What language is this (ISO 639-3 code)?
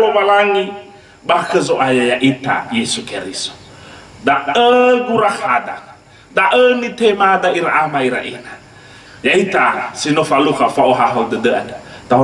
nia